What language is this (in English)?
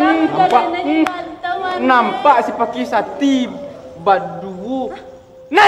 Minangkabau